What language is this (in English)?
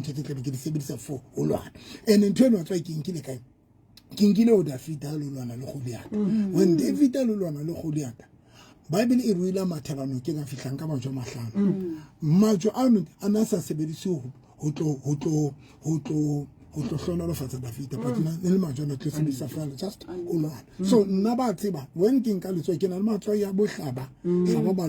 Southern Sotho